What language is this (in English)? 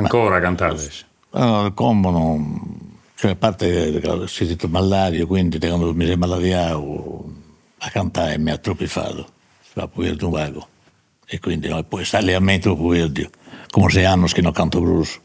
Sardinian